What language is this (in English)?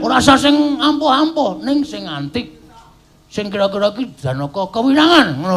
Javanese